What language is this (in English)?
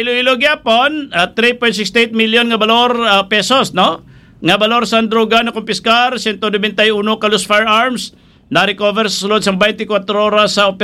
Hiligaynon